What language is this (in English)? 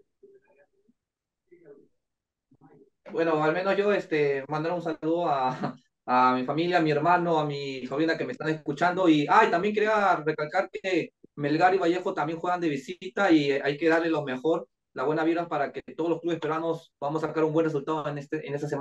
Spanish